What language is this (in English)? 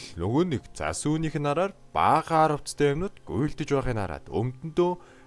Mongolian